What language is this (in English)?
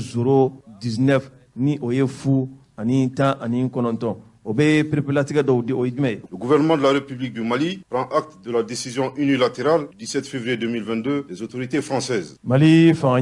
Bambara